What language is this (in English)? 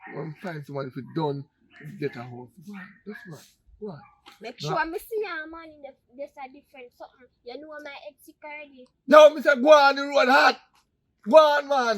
Jamaican Creole English